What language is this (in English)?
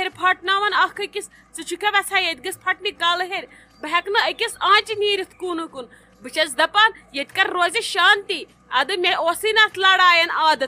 Kashmiri